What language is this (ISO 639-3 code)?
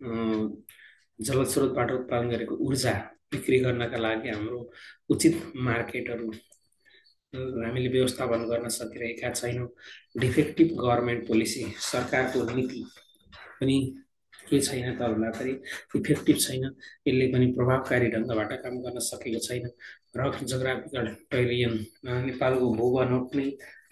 nep